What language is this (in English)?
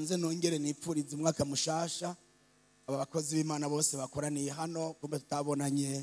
Rundi